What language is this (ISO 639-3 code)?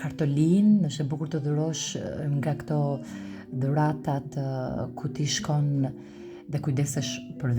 sqi